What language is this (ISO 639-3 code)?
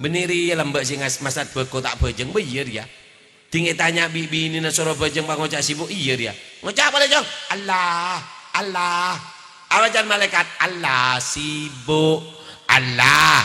mad